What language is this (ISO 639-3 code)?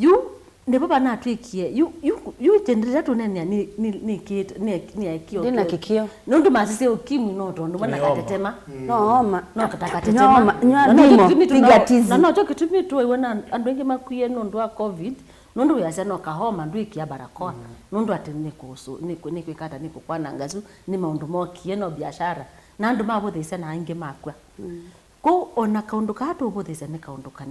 kam